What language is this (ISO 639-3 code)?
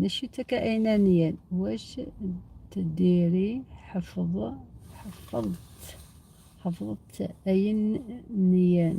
arq